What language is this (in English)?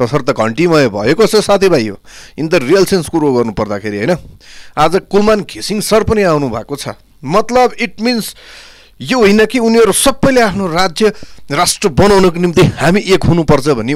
Nepali